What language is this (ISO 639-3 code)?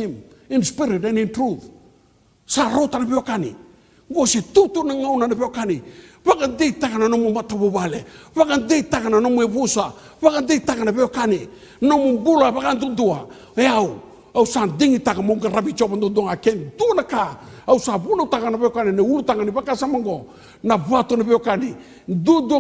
fij